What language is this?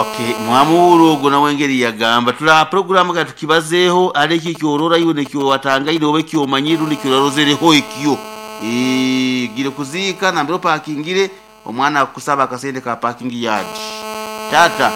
Nyoro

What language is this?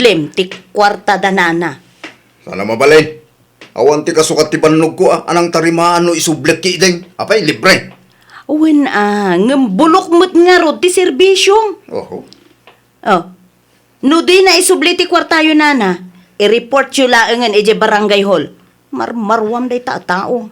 Iloko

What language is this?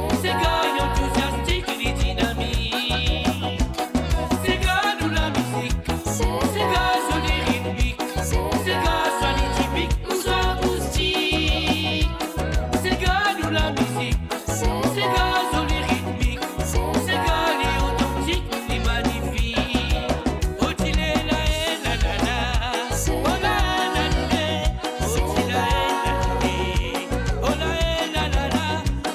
Morisyen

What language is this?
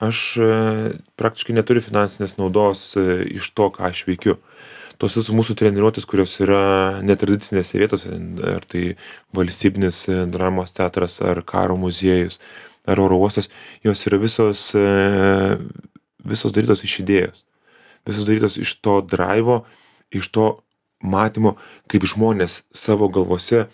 Lithuanian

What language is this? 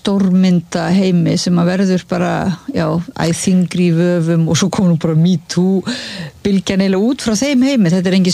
Icelandic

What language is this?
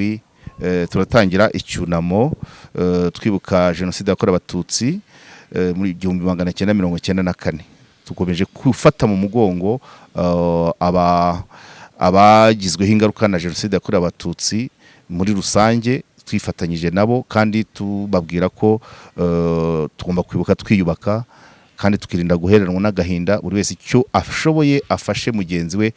Kinyarwanda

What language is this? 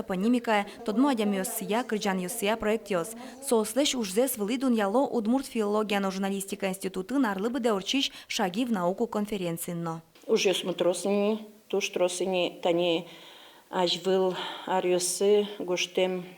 Udmurt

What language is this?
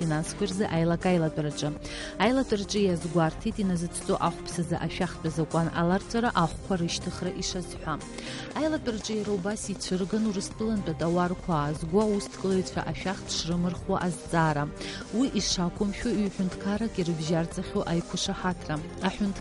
Abkhazian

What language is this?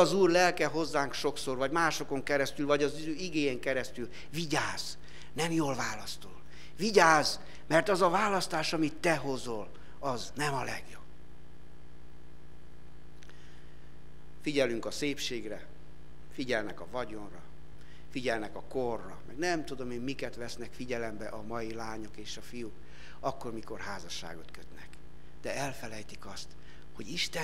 Hungarian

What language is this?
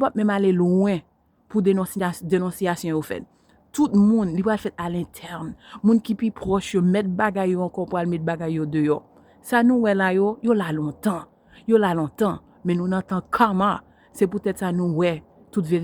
Haitian Creole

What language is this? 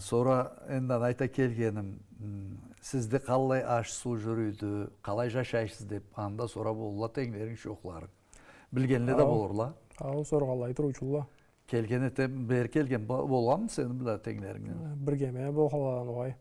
Karachay-Balkar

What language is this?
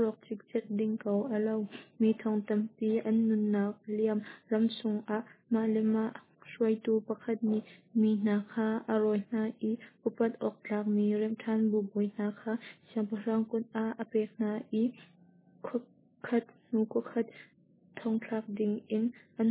Hakha Chin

